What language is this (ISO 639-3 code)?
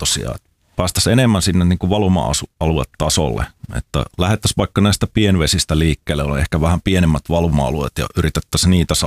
fin